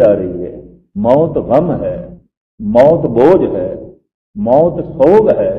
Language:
Punjabi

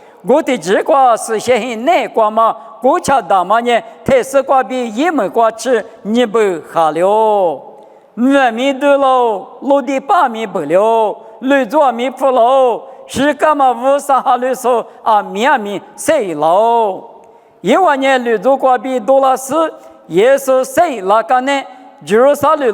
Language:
Lisu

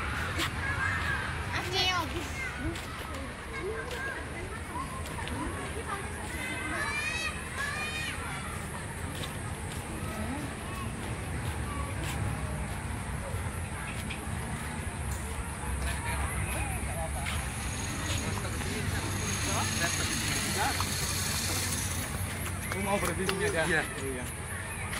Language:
Indonesian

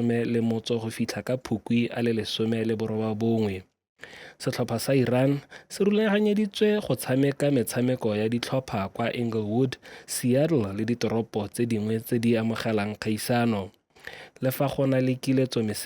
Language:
Tswana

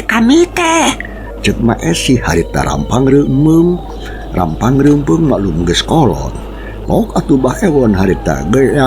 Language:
Sundanese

